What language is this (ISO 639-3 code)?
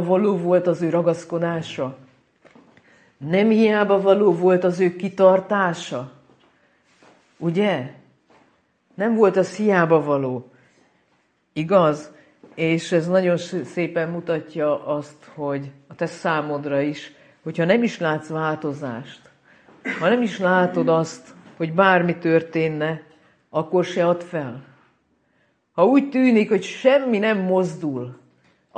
hun